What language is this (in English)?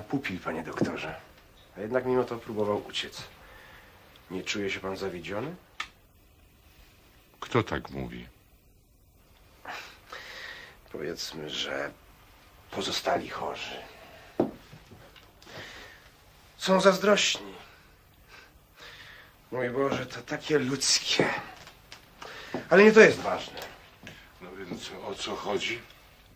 Polish